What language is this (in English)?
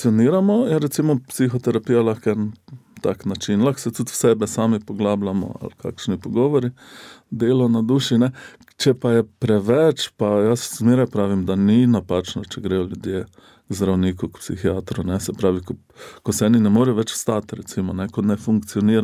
Slovenian